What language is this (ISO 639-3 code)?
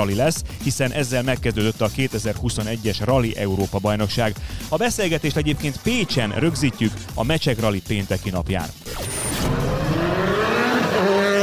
hun